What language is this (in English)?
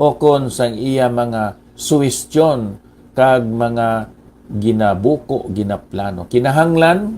Hiligaynon